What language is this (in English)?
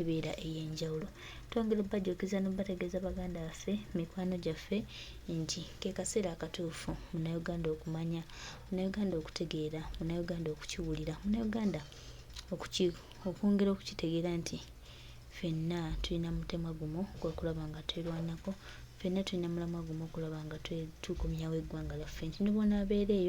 Ganda